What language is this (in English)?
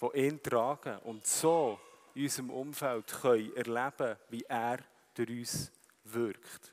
Swiss German